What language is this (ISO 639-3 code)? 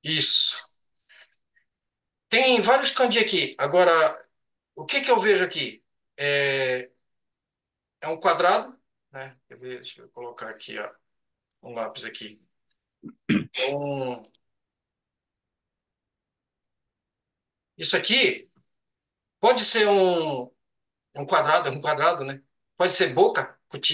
por